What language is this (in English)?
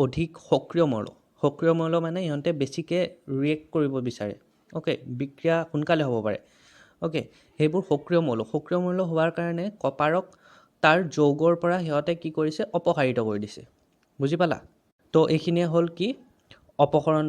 Assamese